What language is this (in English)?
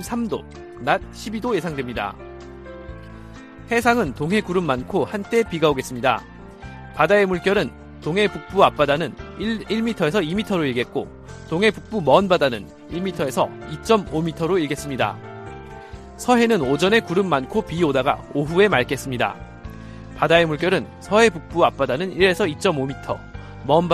Korean